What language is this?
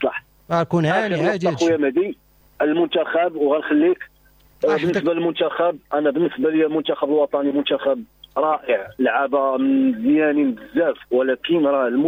Moroccan Arabic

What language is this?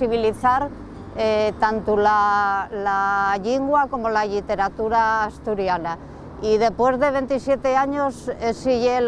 Asturian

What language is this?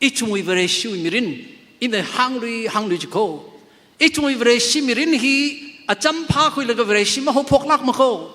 Tangkhul Naga (India)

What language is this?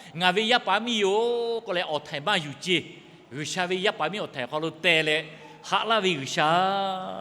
Lahu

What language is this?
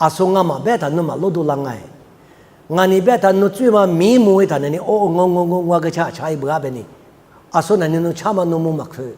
Lisu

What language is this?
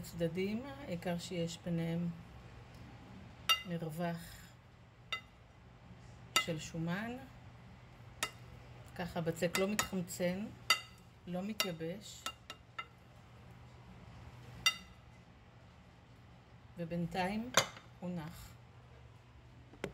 Hebrew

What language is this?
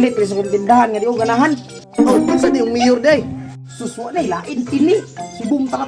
Cebuano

